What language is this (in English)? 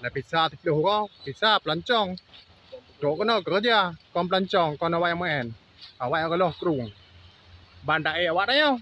Achinese